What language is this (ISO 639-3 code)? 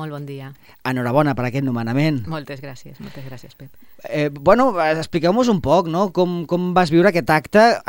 cat